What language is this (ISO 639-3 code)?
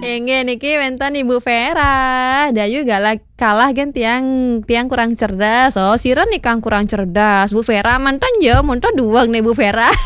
ban